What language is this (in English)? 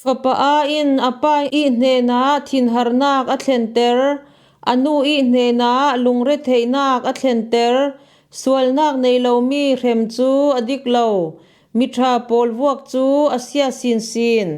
Falam Chin